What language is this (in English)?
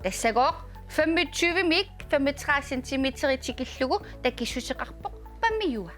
Kalaallisut